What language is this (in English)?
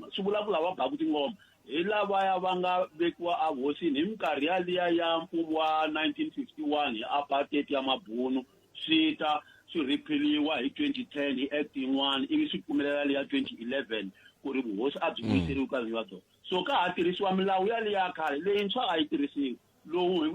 Tsonga